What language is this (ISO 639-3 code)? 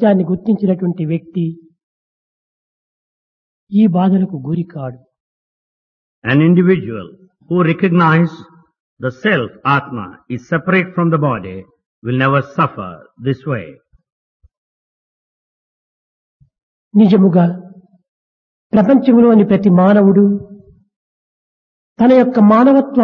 tel